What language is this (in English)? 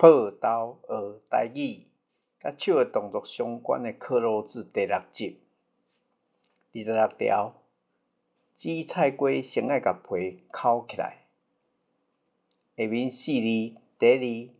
Min Nan Chinese